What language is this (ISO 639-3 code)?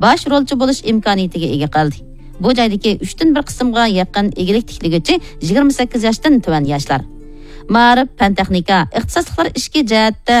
uig